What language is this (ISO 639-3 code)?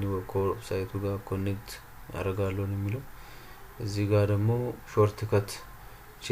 amh